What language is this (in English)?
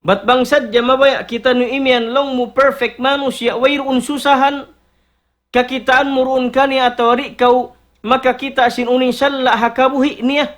Tausug